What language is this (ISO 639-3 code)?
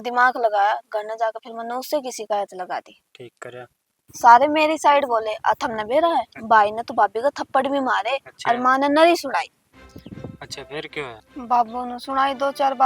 bgc